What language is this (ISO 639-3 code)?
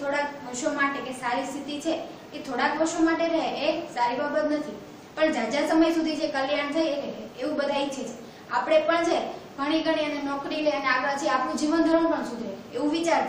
guj